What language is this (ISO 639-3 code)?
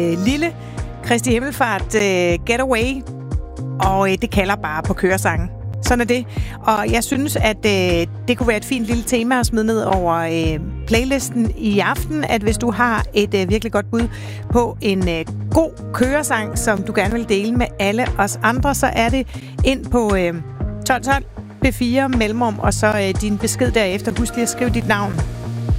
dan